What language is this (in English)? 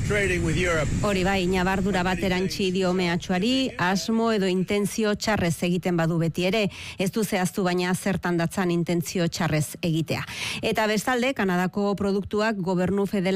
Basque